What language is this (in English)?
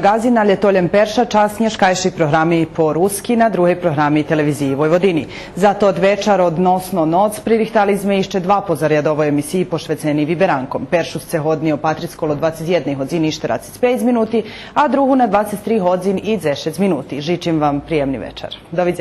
Rusyn